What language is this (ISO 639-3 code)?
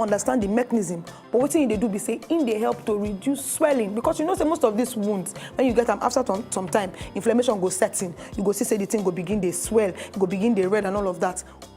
pcm